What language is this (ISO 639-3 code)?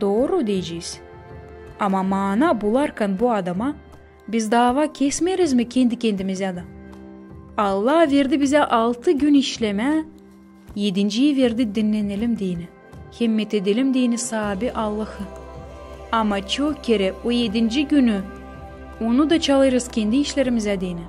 gag